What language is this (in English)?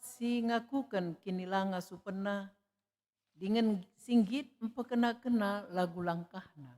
Batak Karo